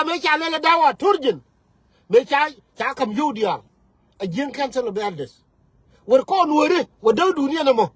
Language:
Nuer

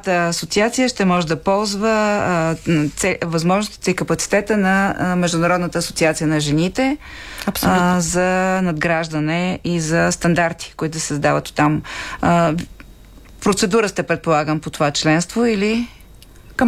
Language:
Bulgarian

